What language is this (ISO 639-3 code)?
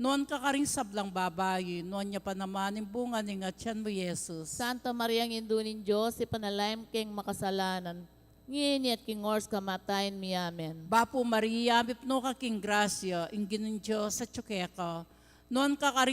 pam